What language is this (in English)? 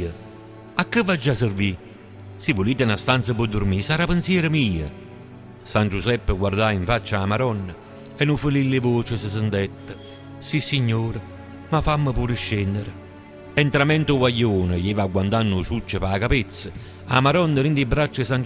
Neapolitan